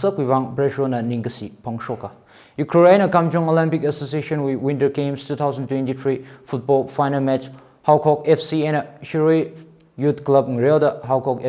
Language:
Tangkhul Naga (India)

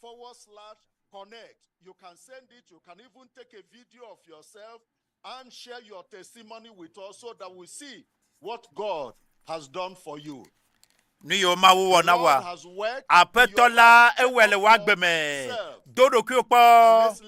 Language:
Ewe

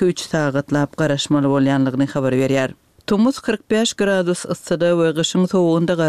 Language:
Turkmen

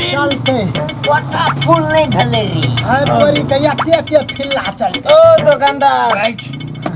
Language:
Maithili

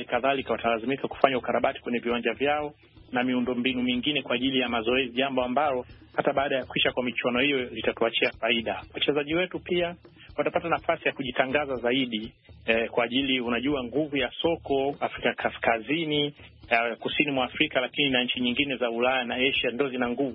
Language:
Swahili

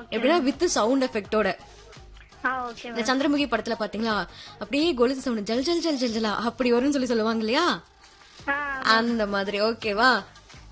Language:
Tamil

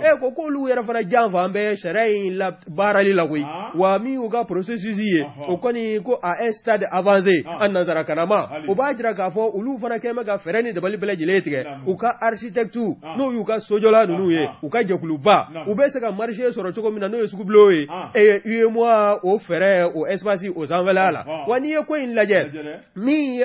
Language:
Bambara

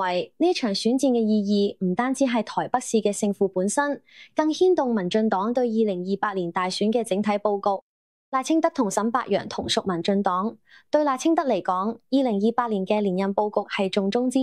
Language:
Cantonese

